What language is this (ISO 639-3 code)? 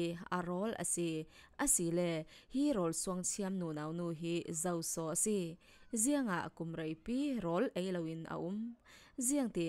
cfm